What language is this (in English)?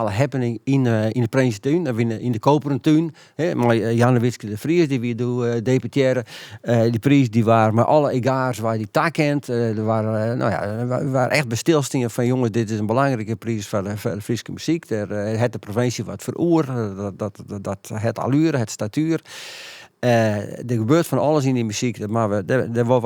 Western Frisian